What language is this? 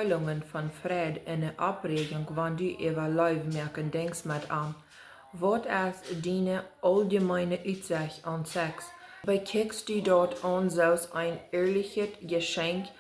Plautdietsch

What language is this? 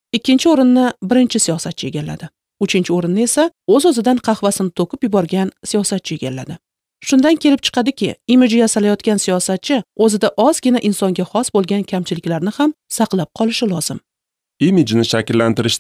Uzbek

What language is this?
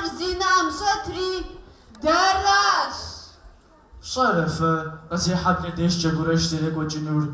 Kabardian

